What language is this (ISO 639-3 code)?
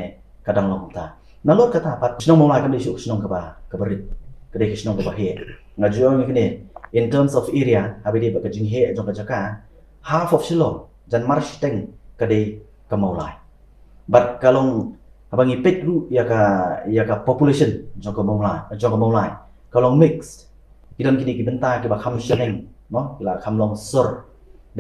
kha